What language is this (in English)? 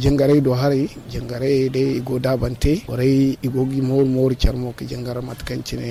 Zarma